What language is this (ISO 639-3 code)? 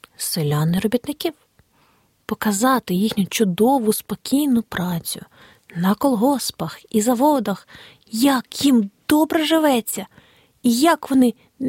ukr